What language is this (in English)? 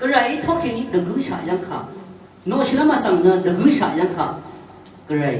Rawang